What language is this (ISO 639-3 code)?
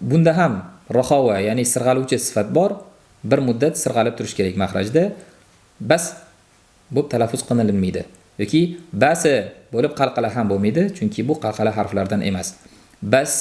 uzb